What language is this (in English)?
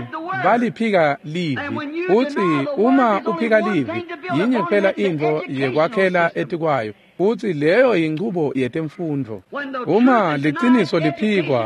Swati